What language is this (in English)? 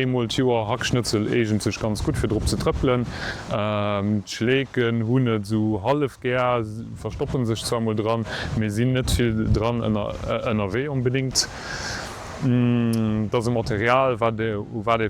Luxembourgish